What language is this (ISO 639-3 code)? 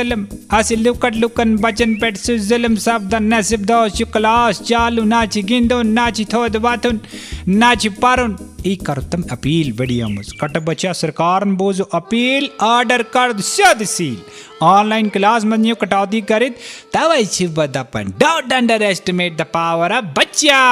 kas